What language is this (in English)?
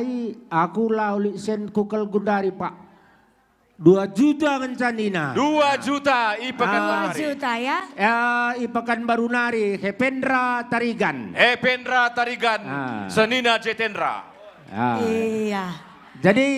Batak Karo